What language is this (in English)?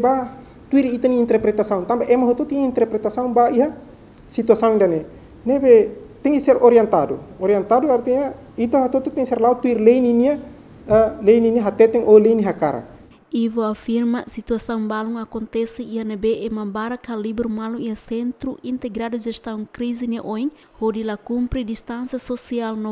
Tetum